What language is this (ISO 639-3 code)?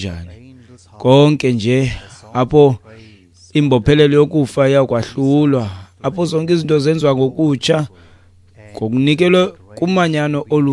xho